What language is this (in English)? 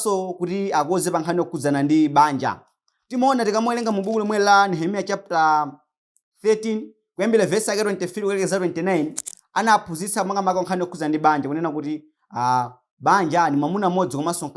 Nyanja